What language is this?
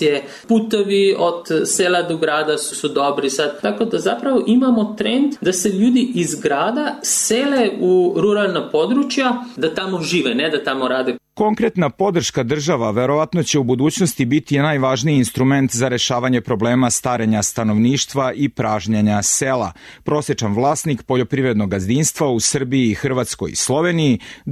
Serbian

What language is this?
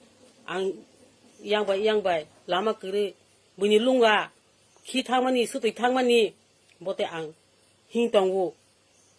Kok Borok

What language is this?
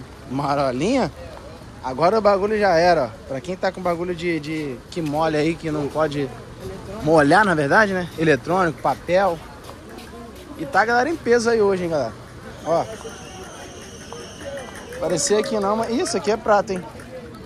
Portuguese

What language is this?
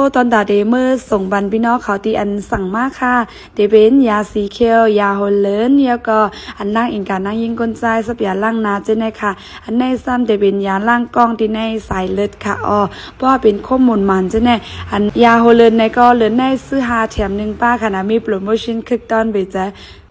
Shan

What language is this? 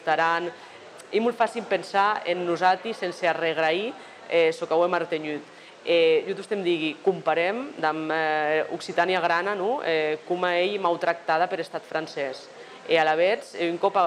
Occitan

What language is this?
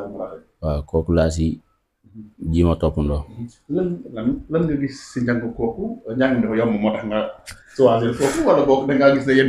Wolof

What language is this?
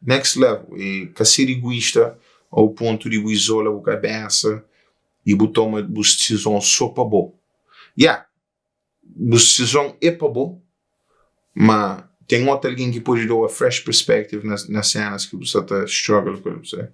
Kabuverdianu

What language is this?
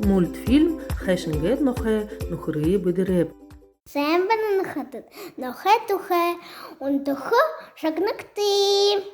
Buriat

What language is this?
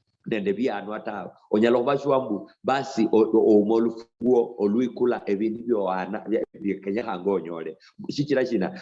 Luyia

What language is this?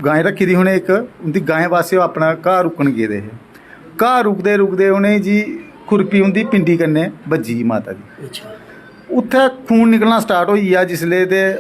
Dogri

